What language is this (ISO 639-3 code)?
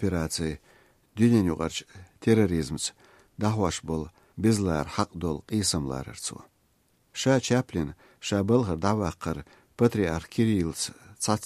che